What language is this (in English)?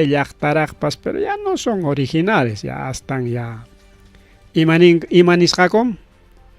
Ayacucho Quechua